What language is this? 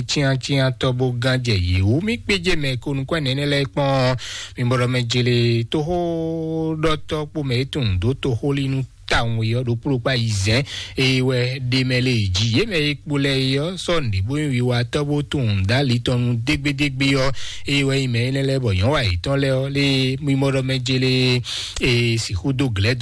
Fon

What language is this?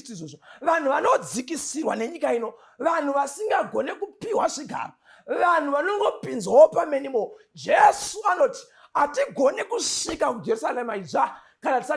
Shona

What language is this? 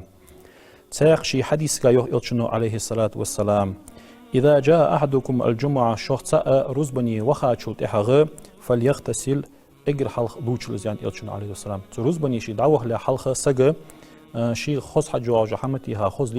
Ingush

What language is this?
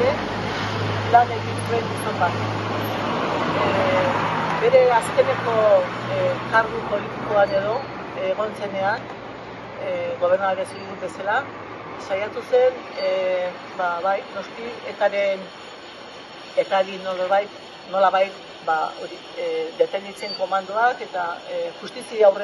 Basque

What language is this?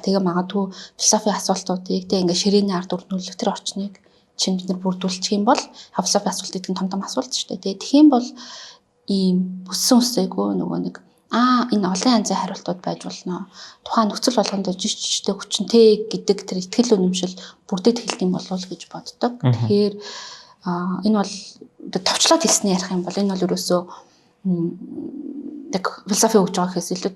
Mongolian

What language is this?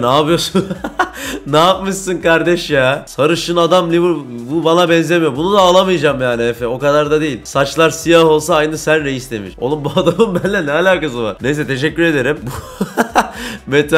Turkish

